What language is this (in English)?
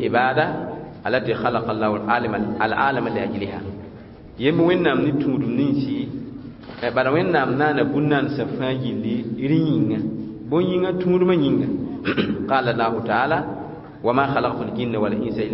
Mossi